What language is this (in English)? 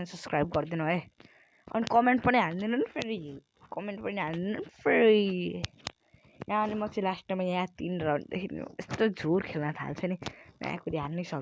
Nepali